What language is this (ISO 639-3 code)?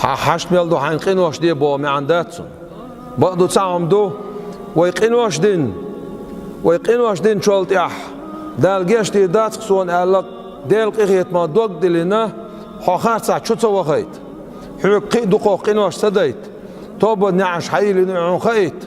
che